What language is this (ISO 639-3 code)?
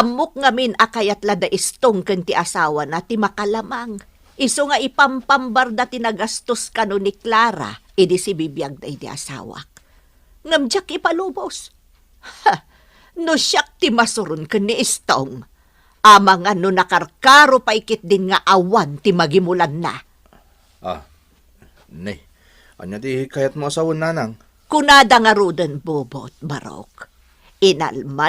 ilo